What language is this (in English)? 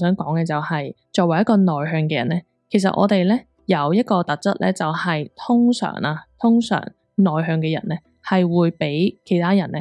Cantonese